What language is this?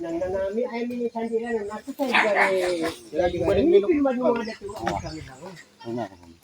Maranao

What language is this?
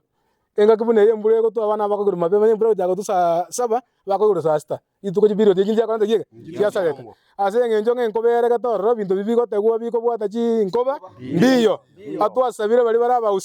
Gusii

